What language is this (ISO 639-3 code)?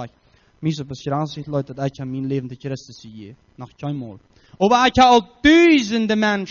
pdt